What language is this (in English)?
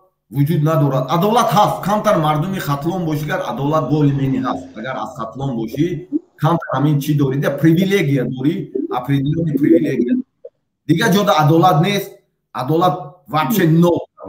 Tajik